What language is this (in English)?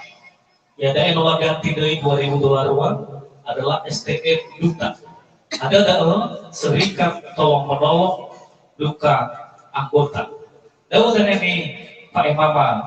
Nias